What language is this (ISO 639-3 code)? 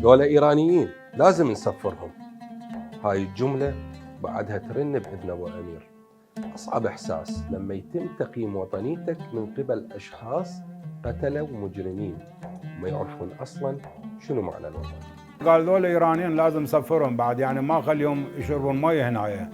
acm